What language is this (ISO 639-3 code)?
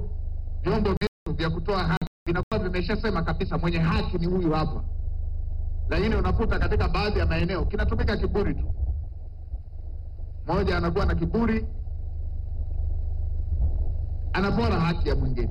swa